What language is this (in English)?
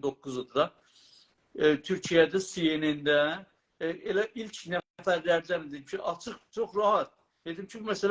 South Azerbaijani